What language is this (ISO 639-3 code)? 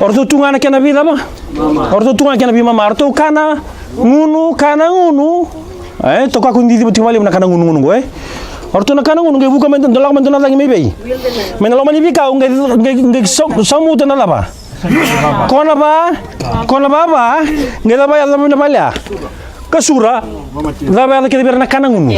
fij